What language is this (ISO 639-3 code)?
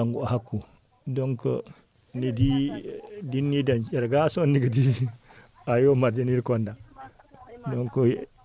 dje